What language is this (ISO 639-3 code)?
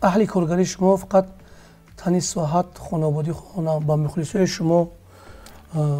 tgk